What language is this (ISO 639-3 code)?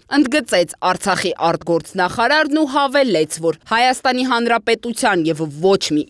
hye